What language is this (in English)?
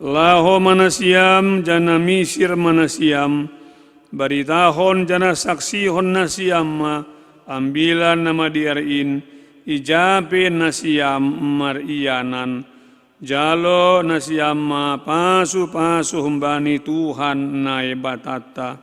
Batak Simalungun